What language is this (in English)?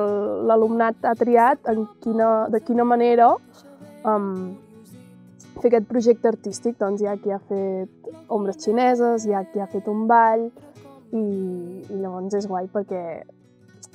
Catalan